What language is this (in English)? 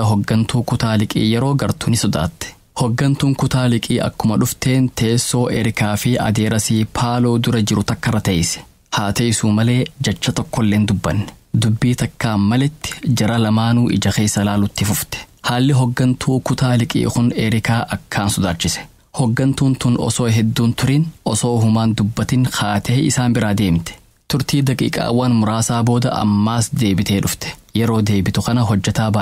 Oromo